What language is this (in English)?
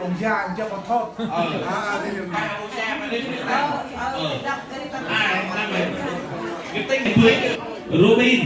Central Mnong